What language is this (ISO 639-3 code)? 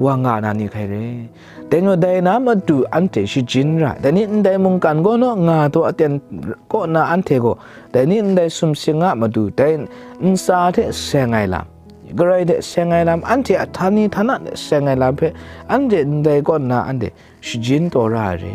kac